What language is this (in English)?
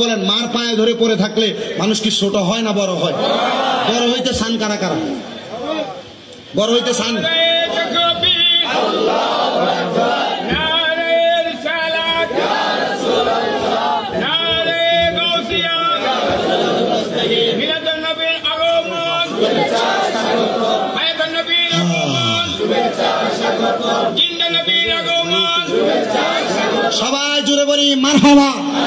Bangla